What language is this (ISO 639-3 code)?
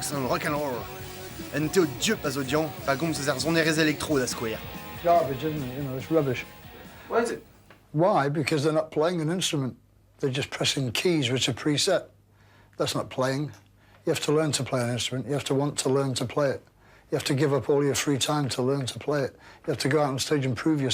bre